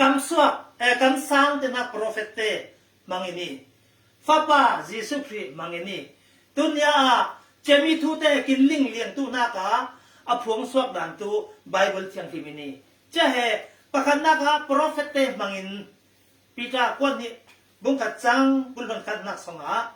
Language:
Falam Chin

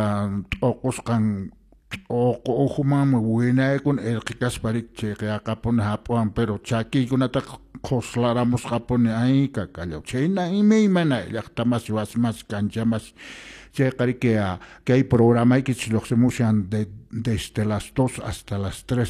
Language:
Quechua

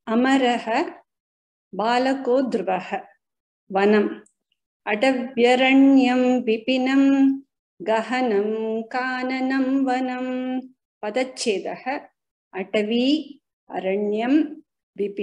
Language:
Sanskrit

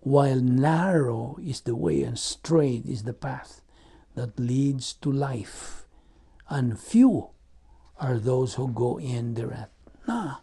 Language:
Cebuano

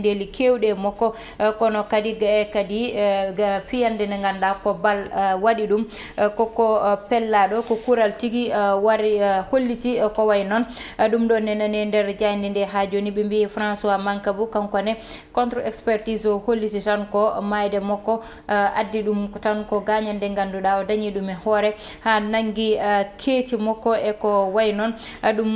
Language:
Fula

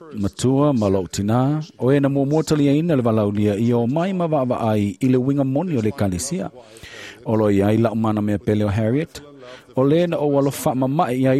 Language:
Samoan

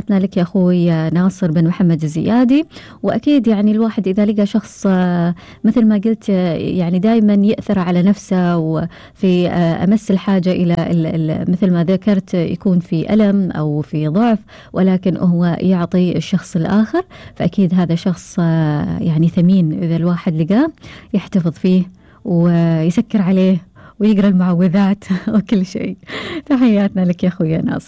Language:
Gulf Arabic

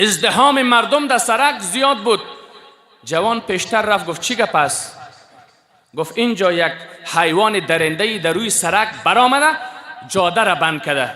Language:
Persian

